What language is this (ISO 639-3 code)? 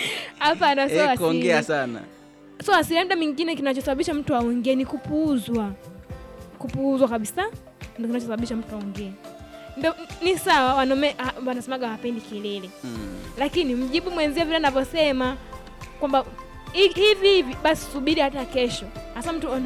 swa